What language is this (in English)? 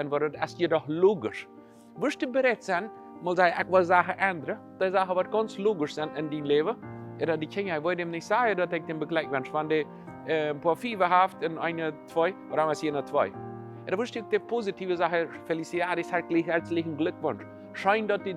Plautdietsch